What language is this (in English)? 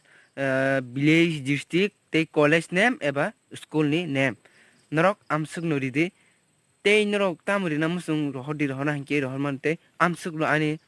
Kok Borok